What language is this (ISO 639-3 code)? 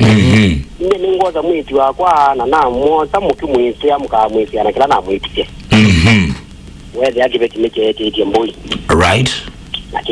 kam